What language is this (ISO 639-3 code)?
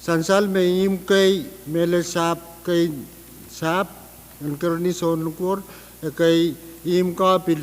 pon